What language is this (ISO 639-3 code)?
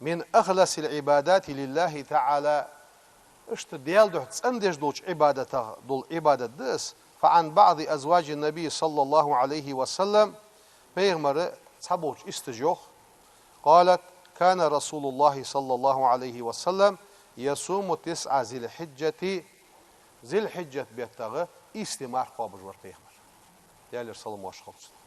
inh